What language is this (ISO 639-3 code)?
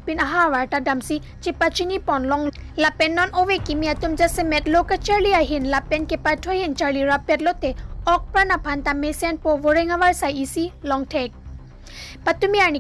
mjw